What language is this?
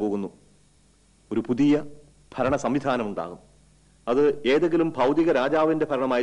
Malayalam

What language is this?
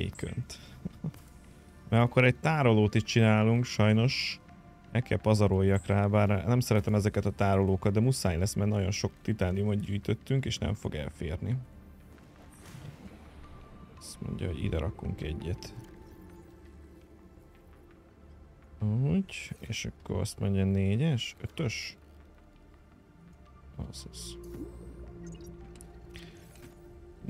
Hungarian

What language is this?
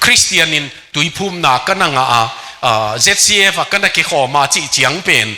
Tedim Chin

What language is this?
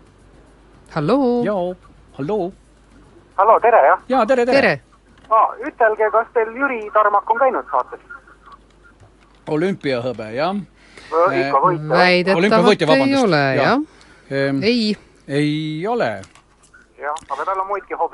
Estonian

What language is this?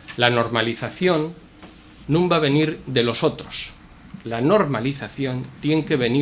Asturian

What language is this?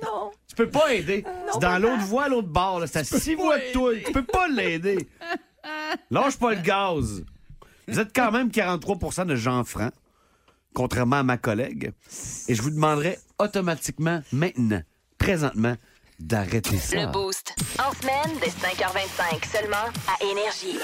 French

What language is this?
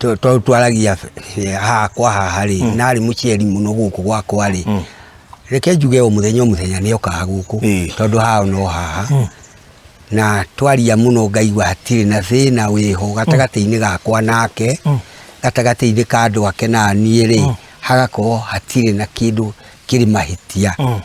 Kikuyu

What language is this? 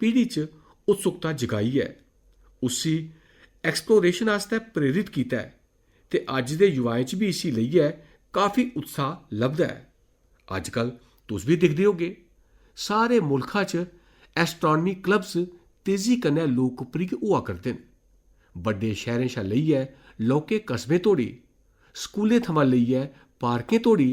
Dogri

